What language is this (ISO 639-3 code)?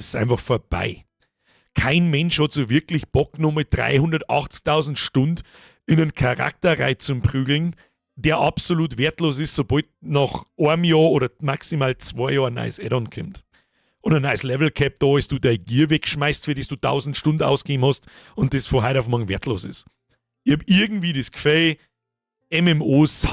bar